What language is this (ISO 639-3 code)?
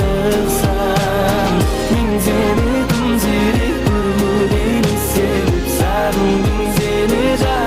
kaa